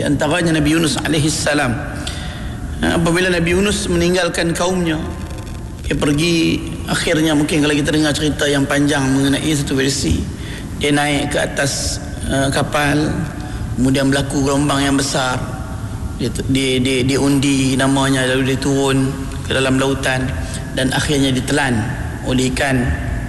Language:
Malay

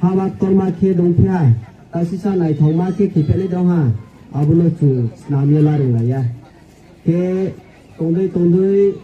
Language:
Riang (India)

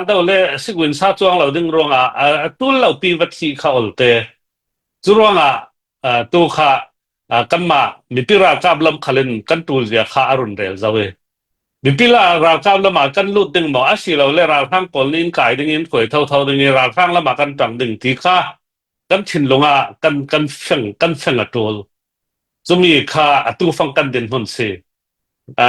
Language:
Falam Chin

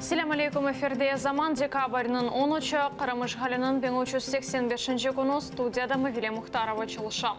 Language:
Crimean Tatar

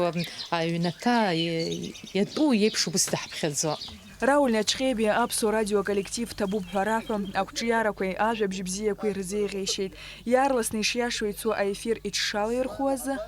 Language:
Abkhazian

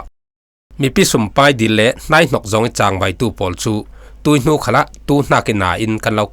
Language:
Falam Chin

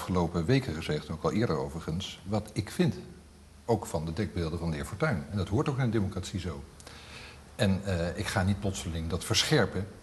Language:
Dutch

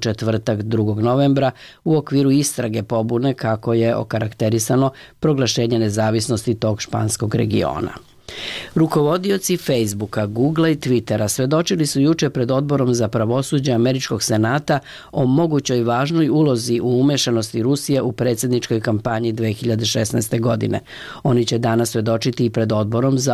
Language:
Serbian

